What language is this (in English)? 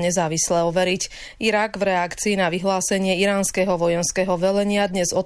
Slovak